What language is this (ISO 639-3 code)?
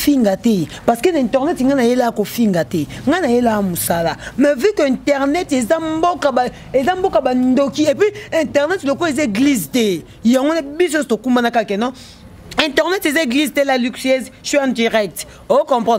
lin